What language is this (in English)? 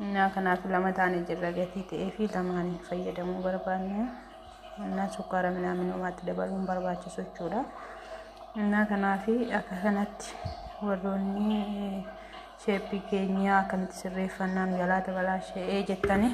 Oromo